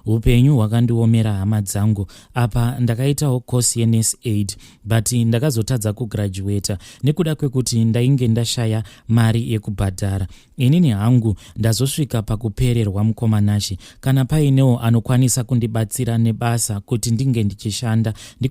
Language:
Shona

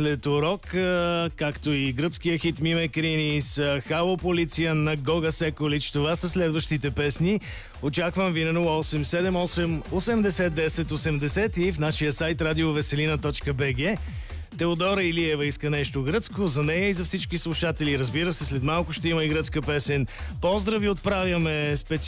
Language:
Bulgarian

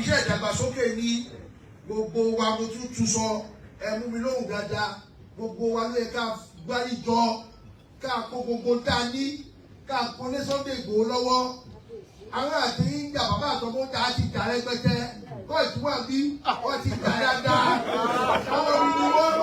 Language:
Yoruba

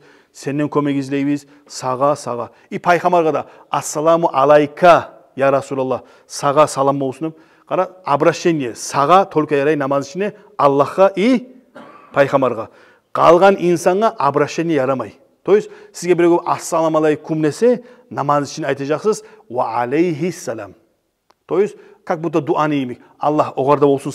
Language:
Kumyk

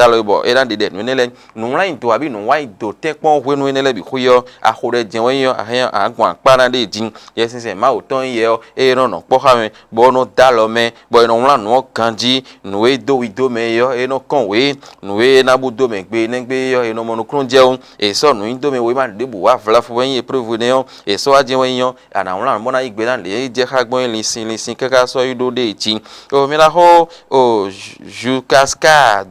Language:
Fon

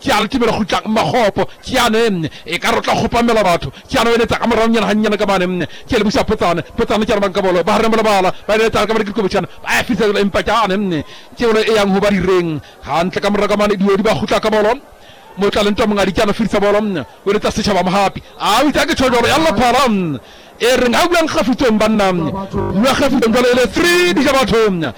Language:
Southern Sotho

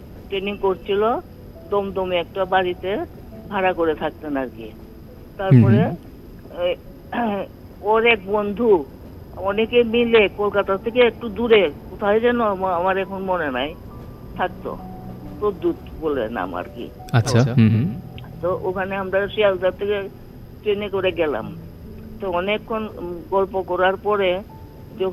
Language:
Bangla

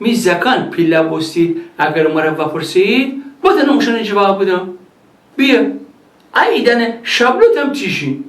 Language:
Gilaki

